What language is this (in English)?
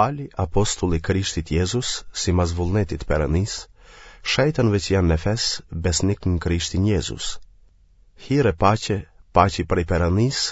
Albanian